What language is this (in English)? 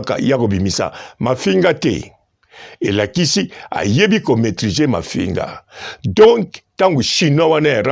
Lingala